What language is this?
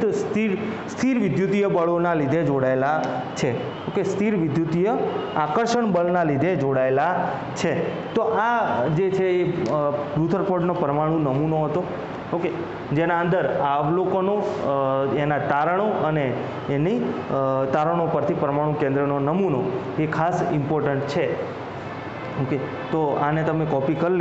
Gujarati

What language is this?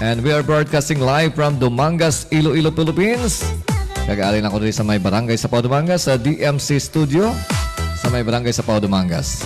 Hiligaynon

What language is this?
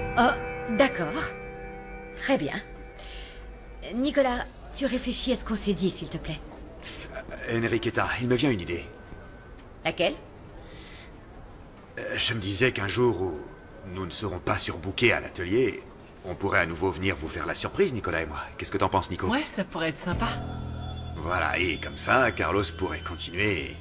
French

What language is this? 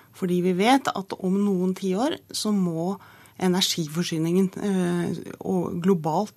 Norwegian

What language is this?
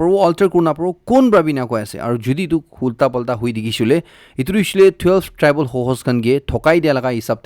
Naga Pidgin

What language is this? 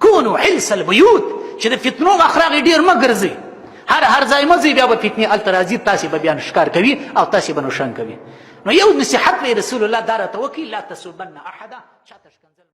Pashto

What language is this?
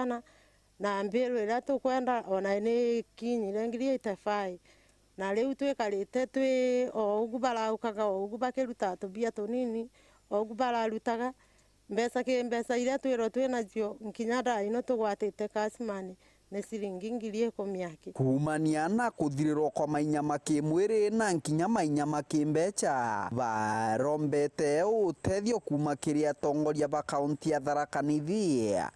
Meru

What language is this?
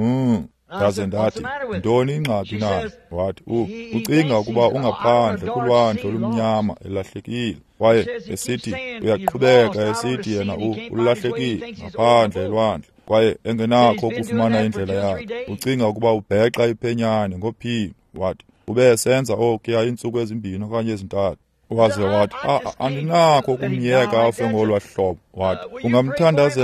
Xhosa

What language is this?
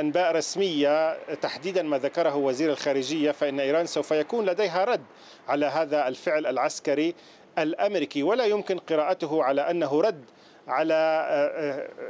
Arabic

